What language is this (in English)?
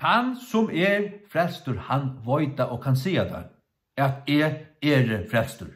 Faroese